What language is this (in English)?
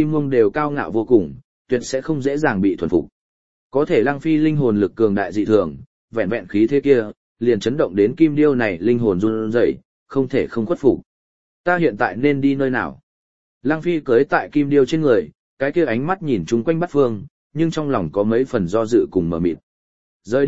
Vietnamese